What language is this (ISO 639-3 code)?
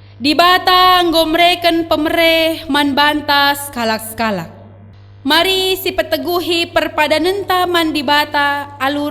btx